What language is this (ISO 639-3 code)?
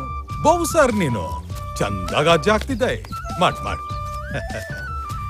kan